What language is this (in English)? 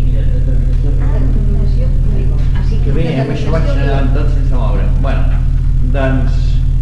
Catalan